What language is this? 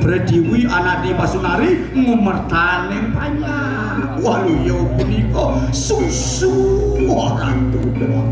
Balinese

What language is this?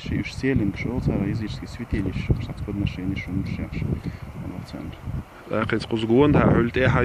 Chechen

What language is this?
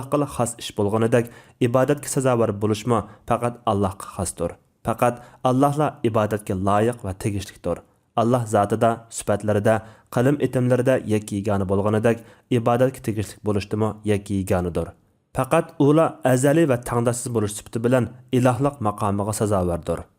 Uyghur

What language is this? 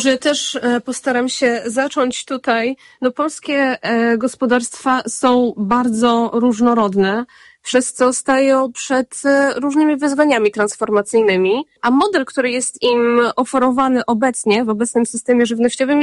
Polish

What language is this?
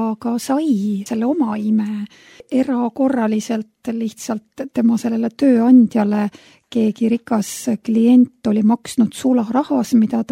Estonian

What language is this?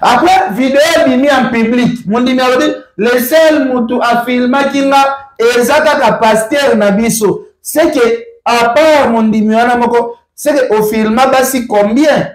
Lingala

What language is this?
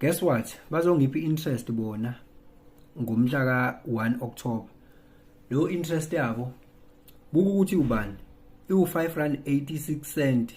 Zulu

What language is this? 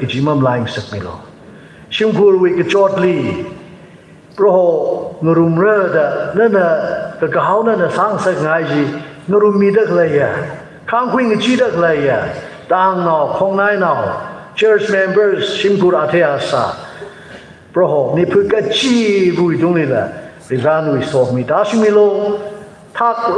Tangkhul Naga (India)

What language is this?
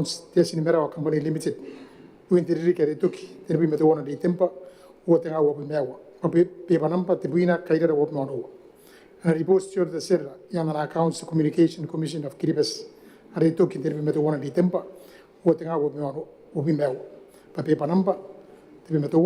Gilbertese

